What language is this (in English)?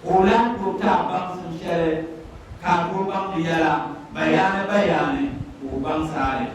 Dagbani